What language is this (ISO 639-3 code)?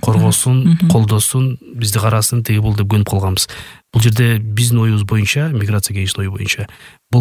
kir